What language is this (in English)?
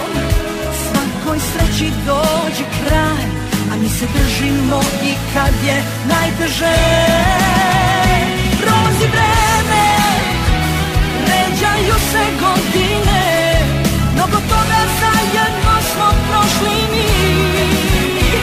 Serbian